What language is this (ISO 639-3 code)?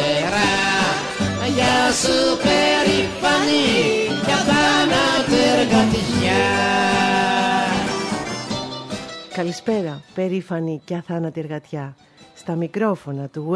ell